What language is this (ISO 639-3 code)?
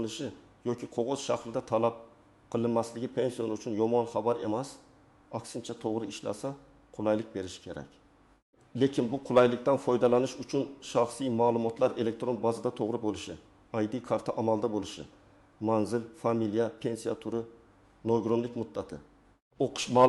uzb